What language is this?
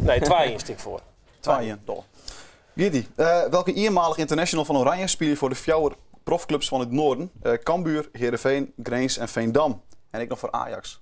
Western Frisian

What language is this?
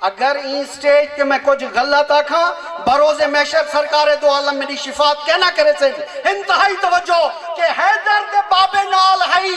Saraiki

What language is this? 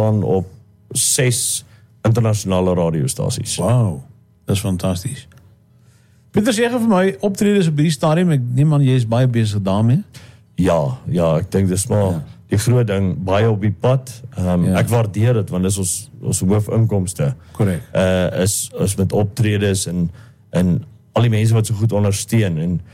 Afrikaans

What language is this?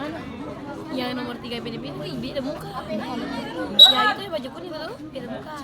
Ambonese Malay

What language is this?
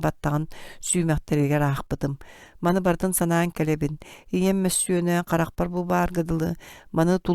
Yakut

